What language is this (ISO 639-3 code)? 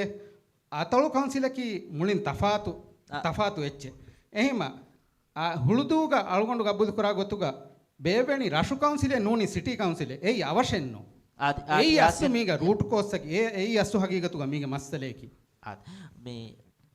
div